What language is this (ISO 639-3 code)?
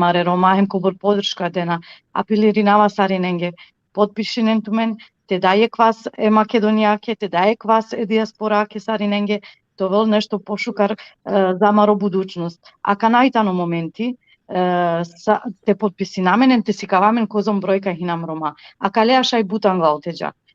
rmn